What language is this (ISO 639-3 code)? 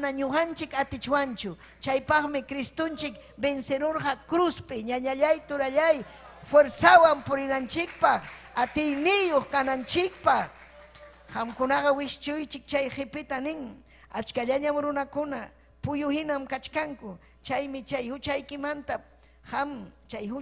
quy